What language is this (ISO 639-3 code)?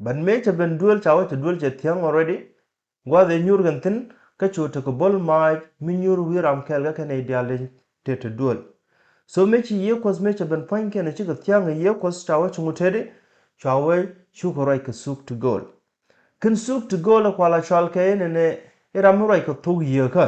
nus